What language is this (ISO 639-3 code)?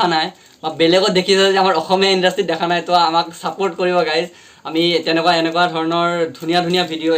asm